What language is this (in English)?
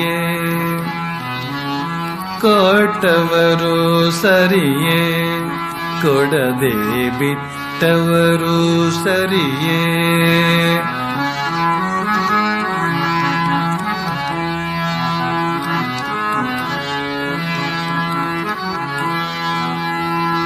Kannada